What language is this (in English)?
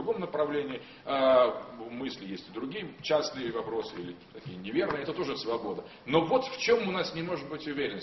Russian